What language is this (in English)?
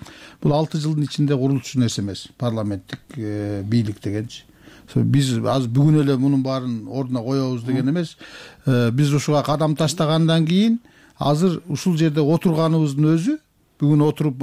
Kyrgyz